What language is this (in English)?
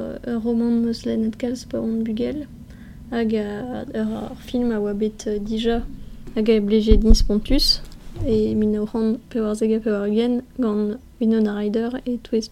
Breton